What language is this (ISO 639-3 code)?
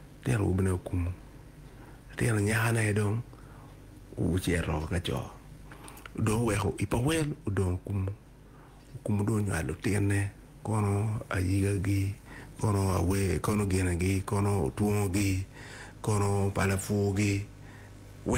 ach